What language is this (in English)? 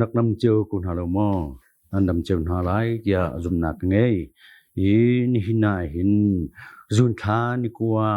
Hakha Chin